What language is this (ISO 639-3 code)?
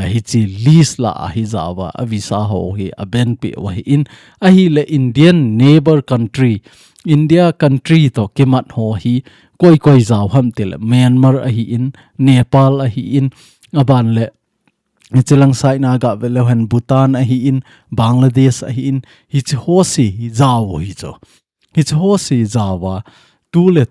tcz